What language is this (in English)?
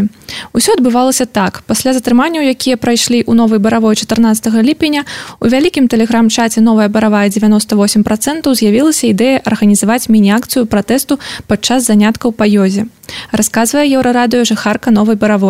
Belarusian